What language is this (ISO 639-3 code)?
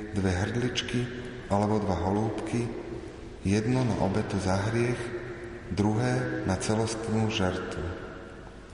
slk